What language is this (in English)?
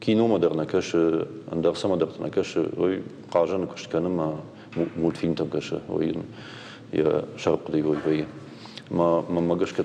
Ossetic